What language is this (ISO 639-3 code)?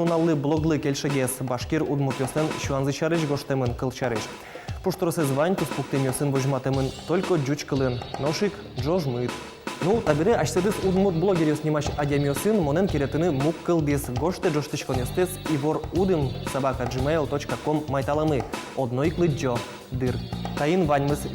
udm